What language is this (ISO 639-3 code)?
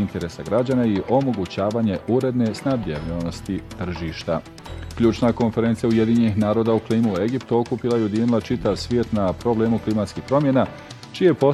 bos